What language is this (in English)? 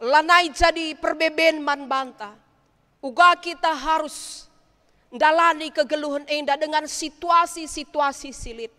Batak Karo